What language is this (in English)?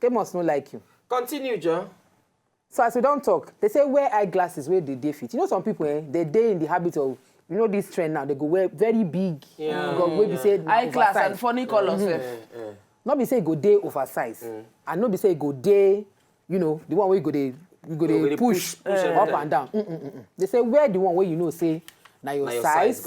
Nigerian Pidgin